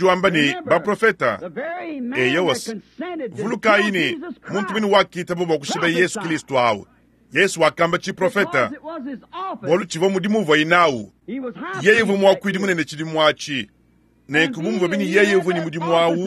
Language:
Luba-Lulua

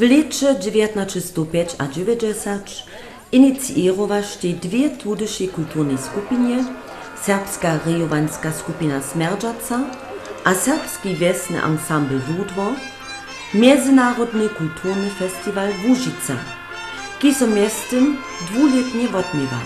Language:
Upper Sorbian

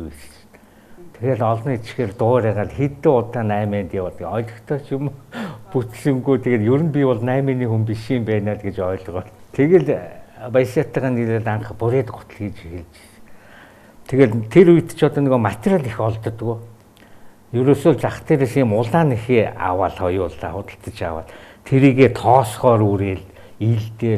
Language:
Mongolian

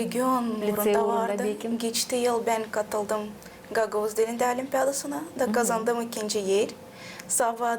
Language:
Gagauz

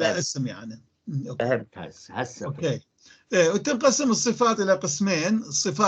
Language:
North Levantine Arabic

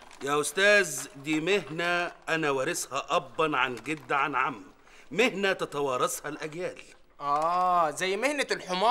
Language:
Egyptian Arabic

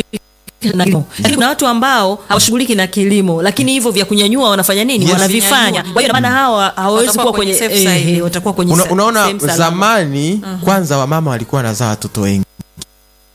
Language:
Swahili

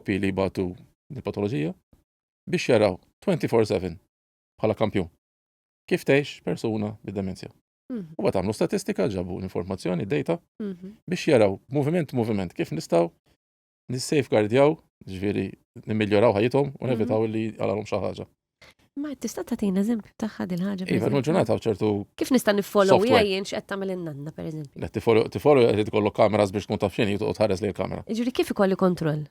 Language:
Maltese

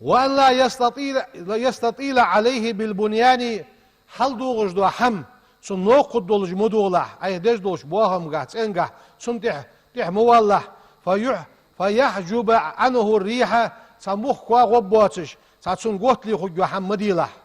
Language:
Ingush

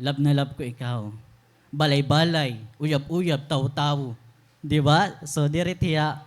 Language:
Waray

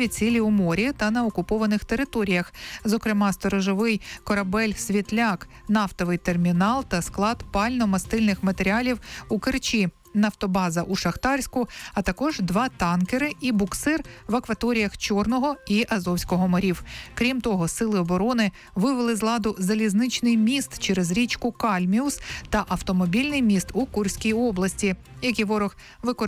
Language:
Ukrainian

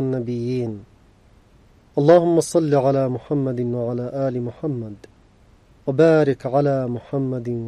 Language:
Arabic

